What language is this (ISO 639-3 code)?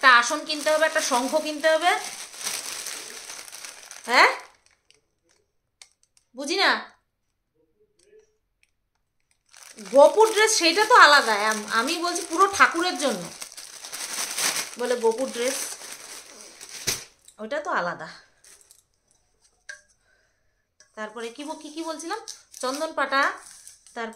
ben